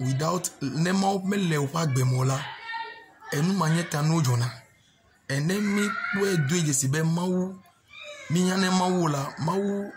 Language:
Ewe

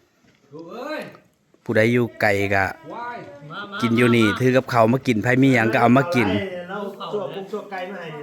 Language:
Northeastern Thai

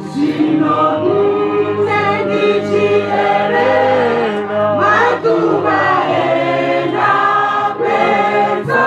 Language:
Venda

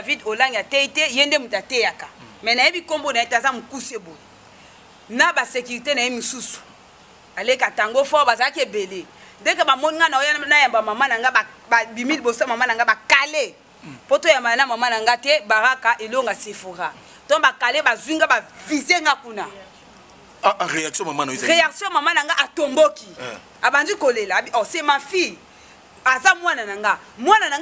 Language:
Lingala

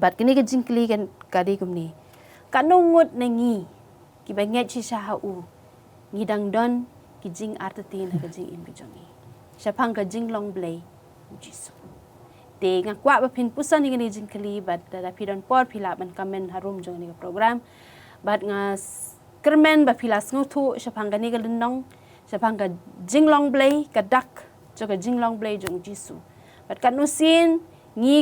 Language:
Khasi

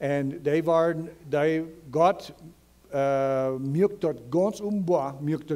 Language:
Plautdietsch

